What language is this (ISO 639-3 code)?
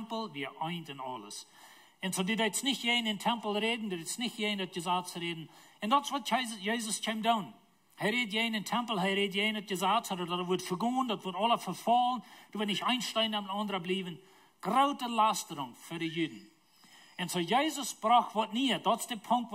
pdt